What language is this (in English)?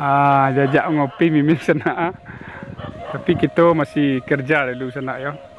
Minangkabau